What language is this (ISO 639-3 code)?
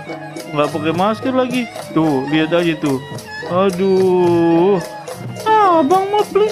bew